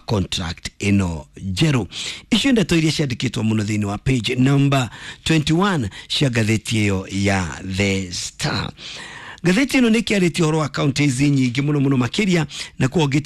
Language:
Kikuyu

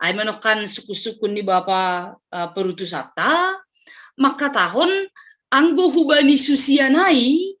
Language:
Batak Simalungun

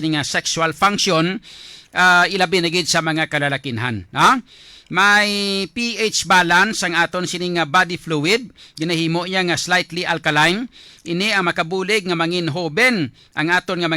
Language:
Hiligaynon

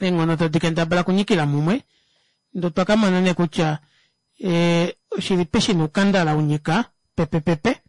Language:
Kuanyama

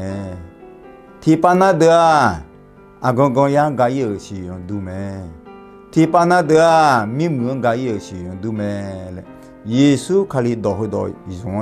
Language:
Akha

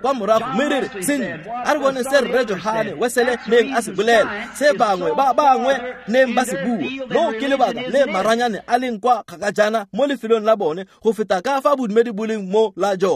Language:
Tswana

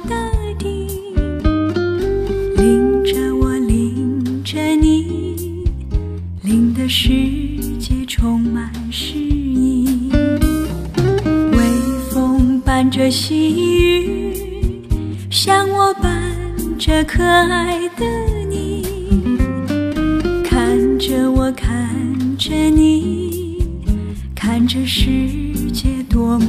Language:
Chinese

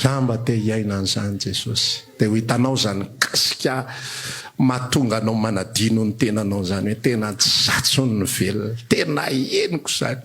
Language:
Malagasy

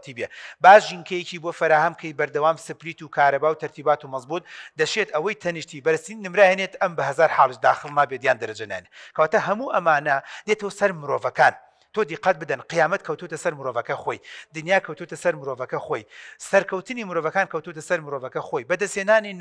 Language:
Central Kurdish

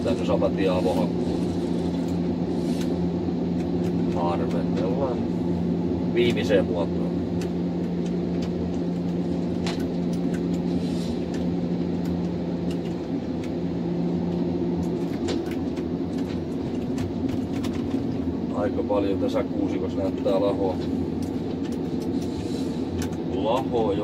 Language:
Finnish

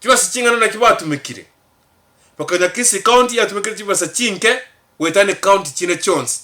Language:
Gusii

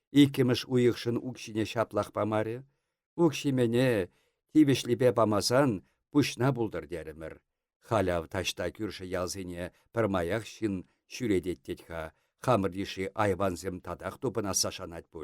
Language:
Chuvash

